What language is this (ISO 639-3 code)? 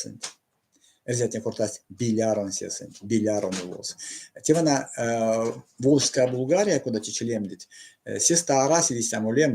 myv